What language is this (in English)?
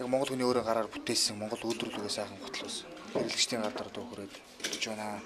Mongolian